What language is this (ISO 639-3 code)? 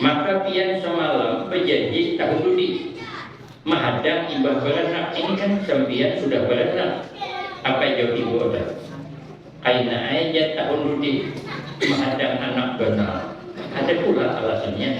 bjn